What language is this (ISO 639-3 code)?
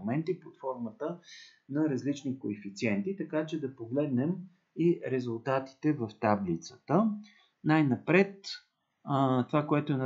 bul